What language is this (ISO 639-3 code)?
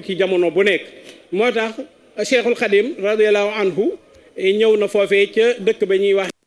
wol